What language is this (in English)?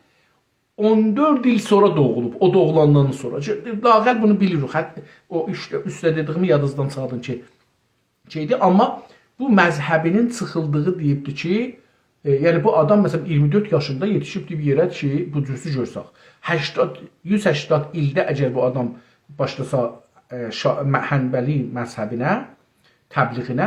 South Azerbaijani